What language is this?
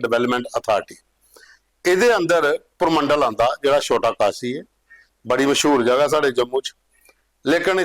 Dogri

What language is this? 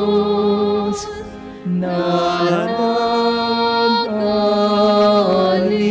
Filipino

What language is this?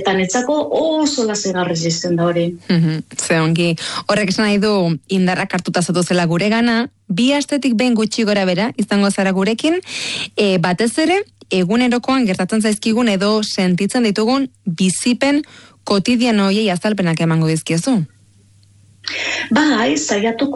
Basque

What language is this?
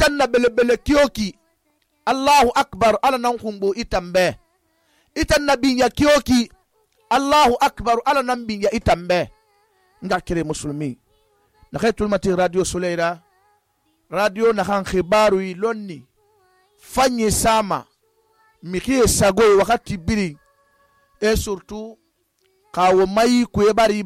Susu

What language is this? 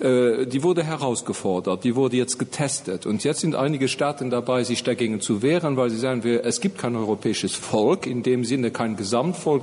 Luxembourgish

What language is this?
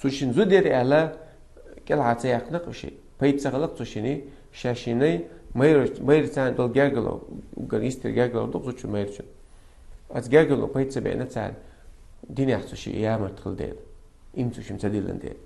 Chechen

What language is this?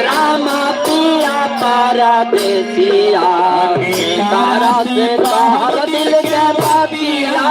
Magahi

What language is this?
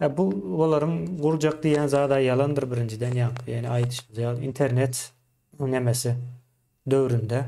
Turkmen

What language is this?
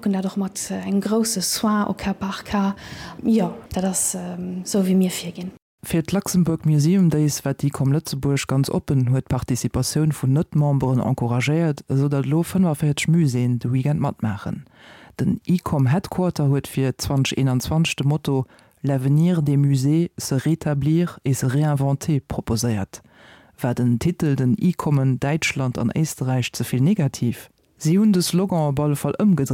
Luxembourgish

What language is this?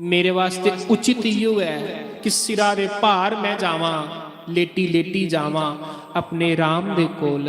Dogri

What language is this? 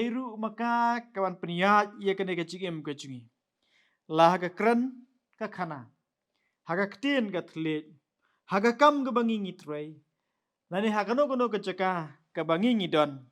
Khasi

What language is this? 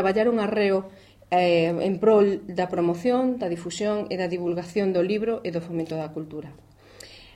Galician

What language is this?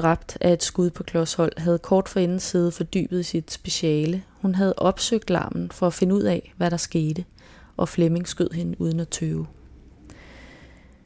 Danish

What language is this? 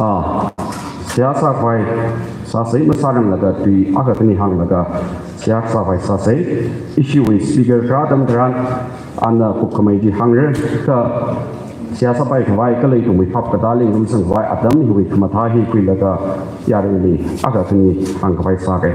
Tangkhul Naga (India)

